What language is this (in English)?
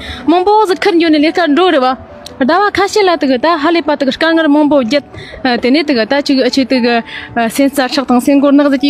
Tibetan